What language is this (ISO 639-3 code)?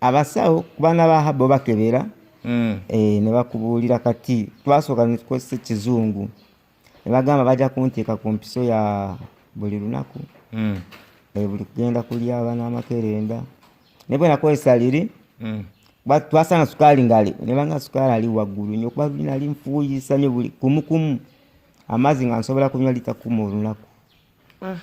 lug